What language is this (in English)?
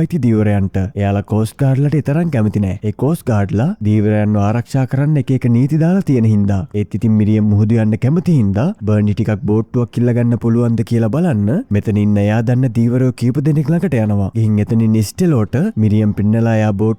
Sinhala